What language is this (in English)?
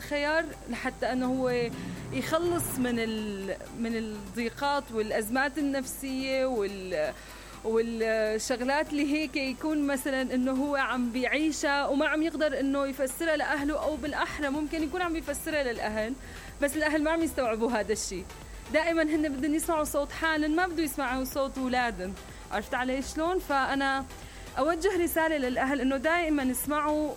Mesopotamian Arabic